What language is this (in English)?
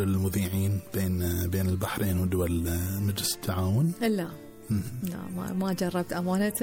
Gulf Arabic